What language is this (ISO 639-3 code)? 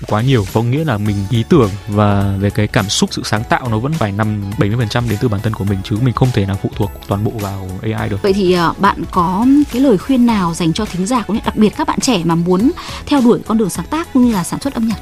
vie